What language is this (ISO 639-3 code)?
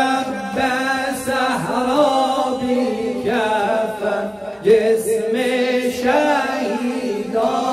fas